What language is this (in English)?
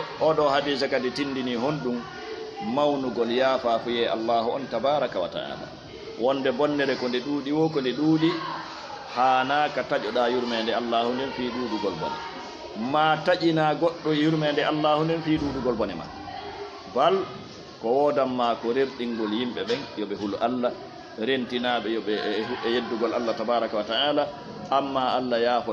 Fula